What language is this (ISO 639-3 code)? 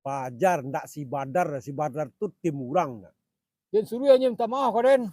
min